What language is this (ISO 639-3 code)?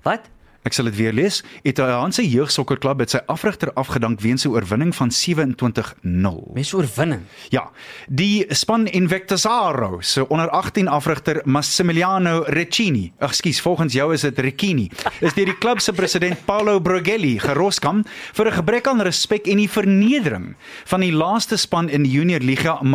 afr